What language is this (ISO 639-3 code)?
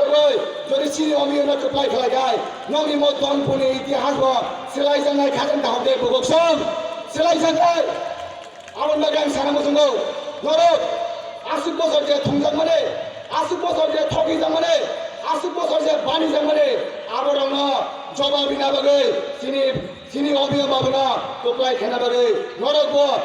trp